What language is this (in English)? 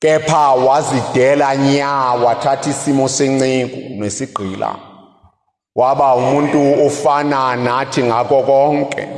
Zulu